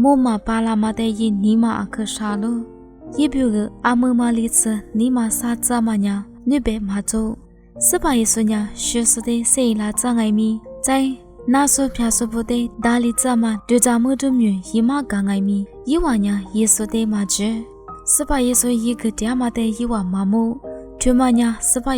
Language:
Lisu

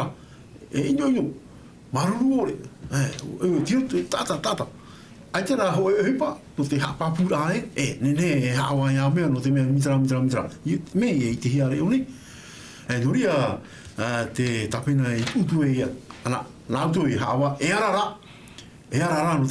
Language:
Tahitian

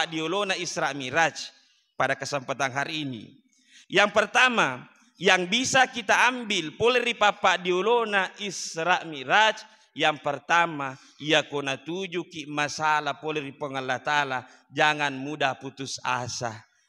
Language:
Buginese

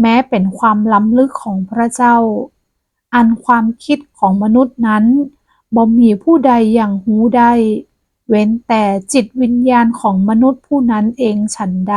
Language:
Northern Thai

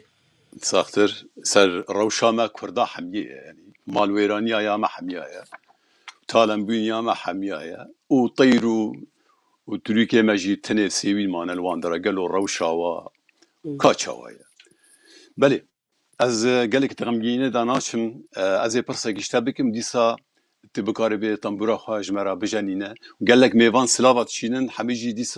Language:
Kurdish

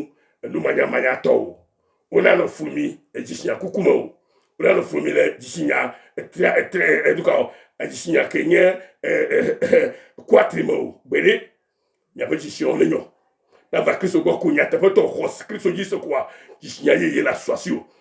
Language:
Ewe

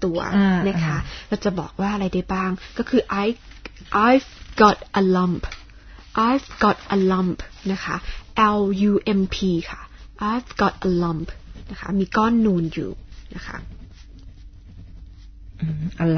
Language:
Thai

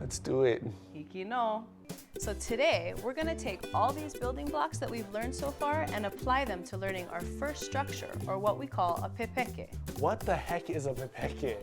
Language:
Hawaiian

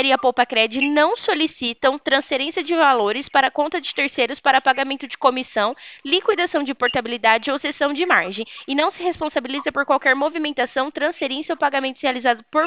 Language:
Portuguese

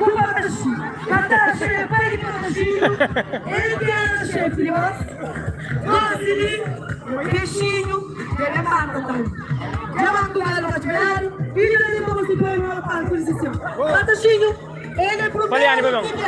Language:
Kabuverdianu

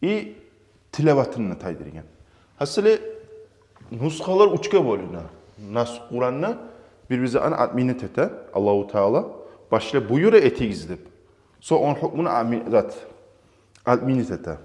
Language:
Kumyk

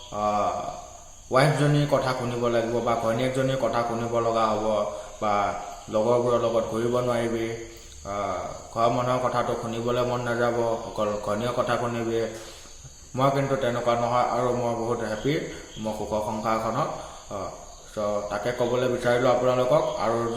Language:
Assamese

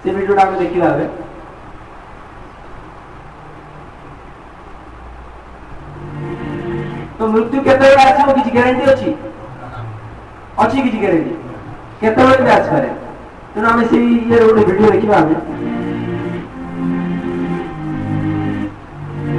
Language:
Odia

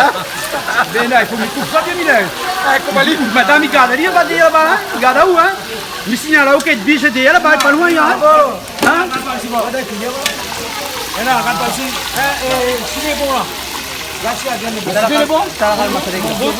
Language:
Réunion Creole French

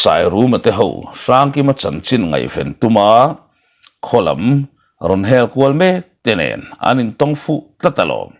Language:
Mizo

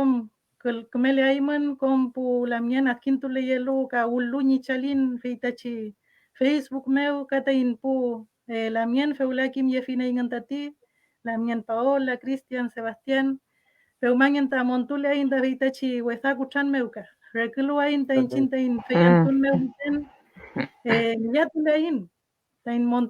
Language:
Mapuche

